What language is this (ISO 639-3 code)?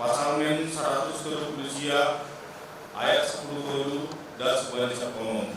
bts